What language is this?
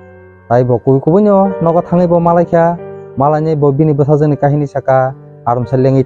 Kok Borok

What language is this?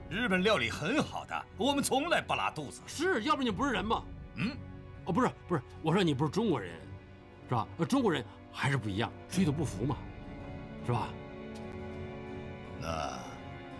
Chinese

